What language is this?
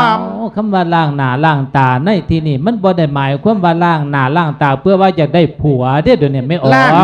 Lao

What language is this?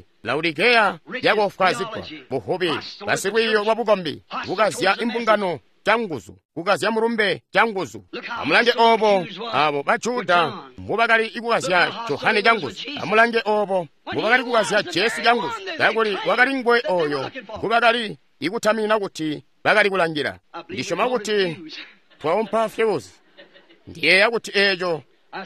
Tonga (Zambia)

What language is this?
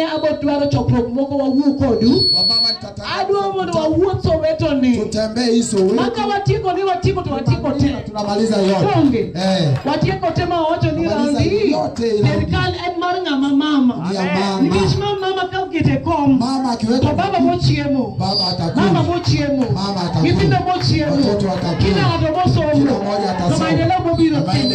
Luo (Kenya and Tanzania)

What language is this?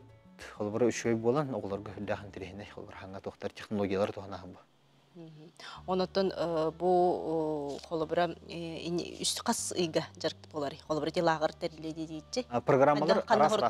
Yakut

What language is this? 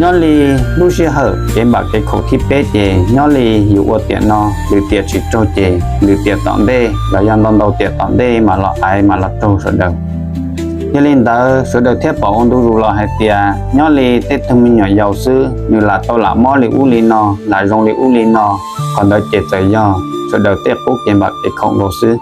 Hmong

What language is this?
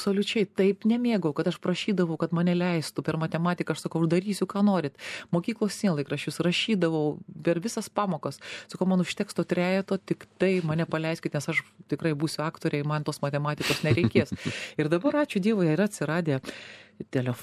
Lithuanian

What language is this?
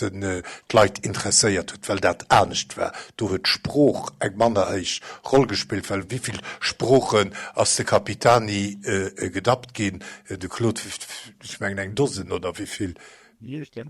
Luxembourgish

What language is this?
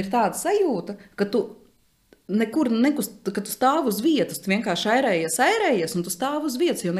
Latvian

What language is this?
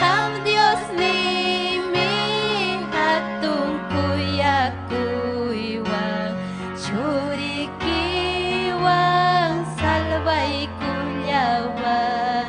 Ayacucho Quechua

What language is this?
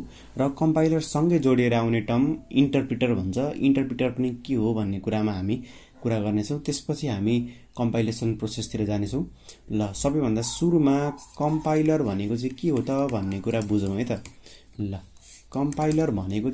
Nepali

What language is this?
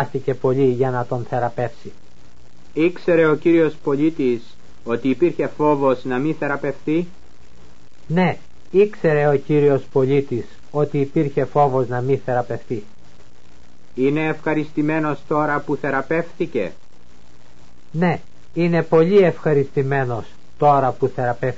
Greek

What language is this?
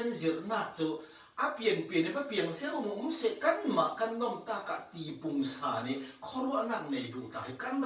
Falam Chin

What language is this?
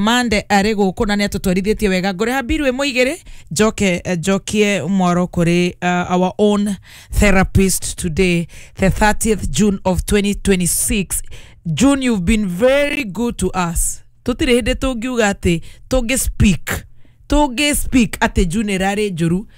Kikuyu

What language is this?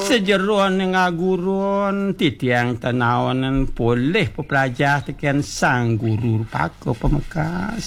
Balinese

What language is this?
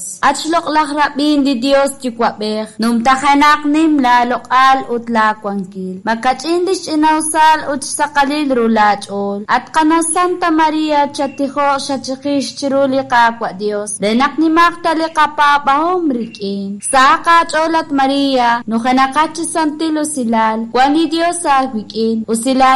Kekchí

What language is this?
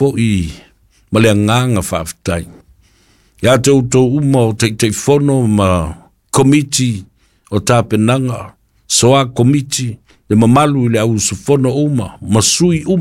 Samoan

